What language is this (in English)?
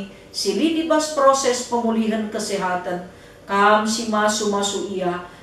Batak Karo